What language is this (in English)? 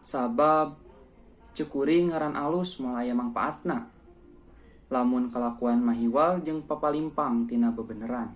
Sundanese